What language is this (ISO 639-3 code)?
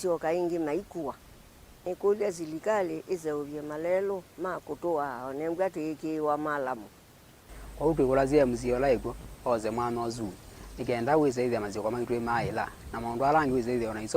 kam